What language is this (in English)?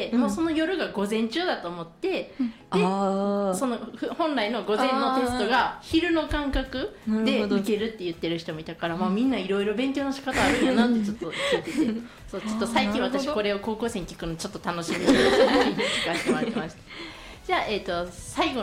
Japanese